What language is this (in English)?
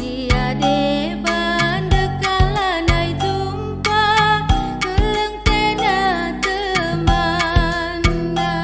Batak Karo